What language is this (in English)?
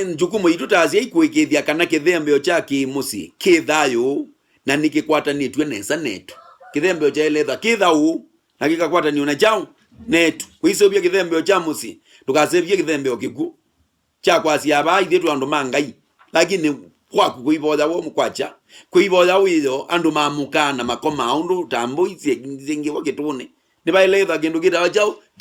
Kamba